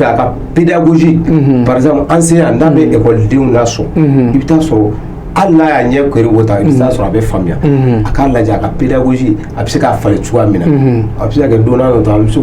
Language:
Bambara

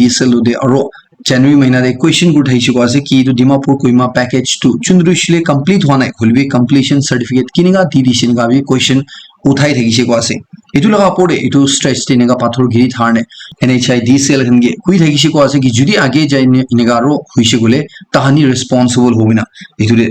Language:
Naga Pidgin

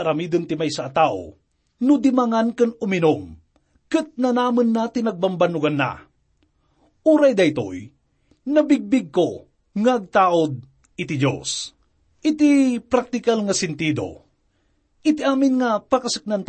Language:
Iloko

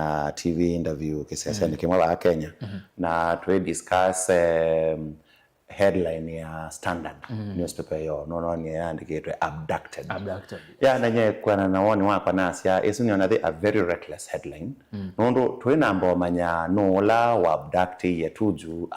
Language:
Kamba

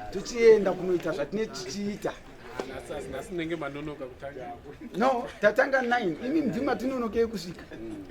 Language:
Shona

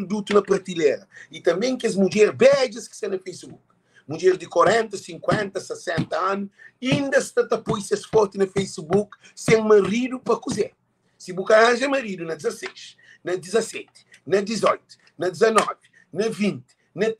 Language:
Kabuverdianu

